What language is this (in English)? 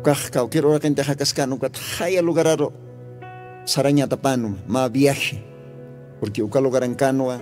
Aymara